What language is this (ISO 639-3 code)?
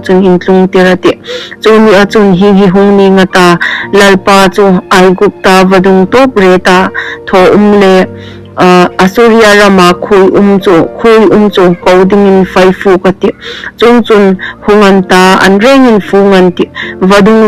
hmr